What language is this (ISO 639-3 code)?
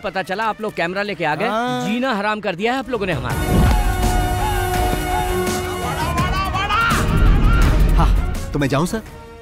hin